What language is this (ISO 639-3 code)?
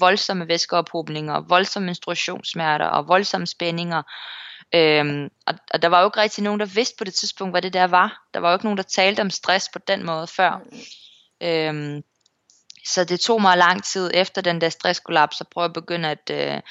dan